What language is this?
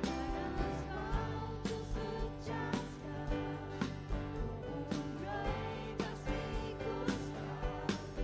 Faroese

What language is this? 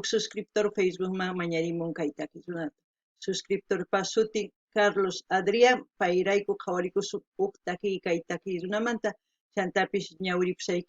South Bolivian Quechua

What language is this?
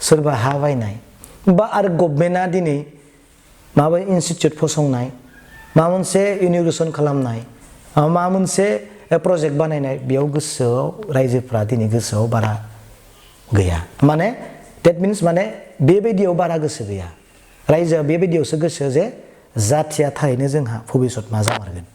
Bodo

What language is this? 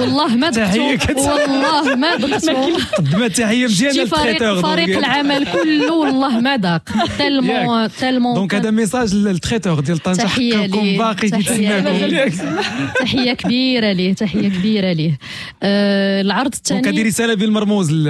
Moroccan Arabic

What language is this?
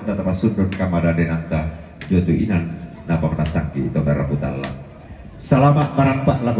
Toraja-Sa'dan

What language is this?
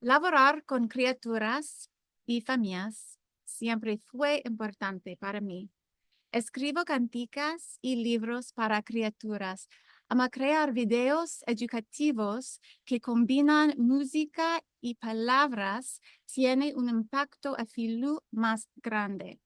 Ladino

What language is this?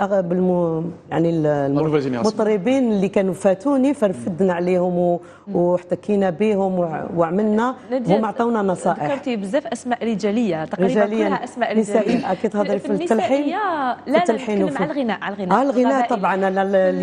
Algerian Arabic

